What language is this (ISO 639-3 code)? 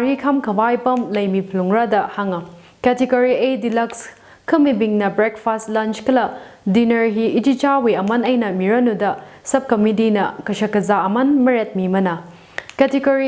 nmf